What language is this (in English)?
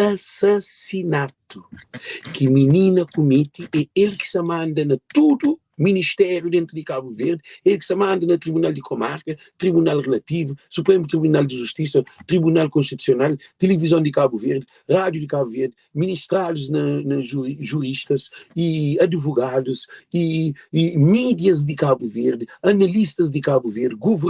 Kabuverdianu